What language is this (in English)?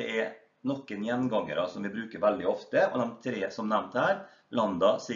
Norwegian